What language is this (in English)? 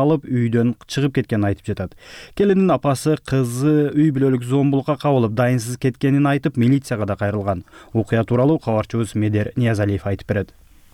Kyrgyz